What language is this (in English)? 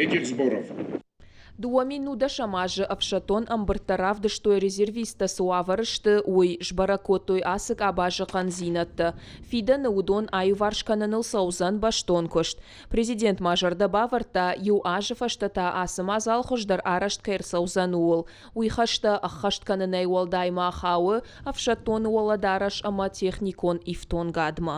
Ossetic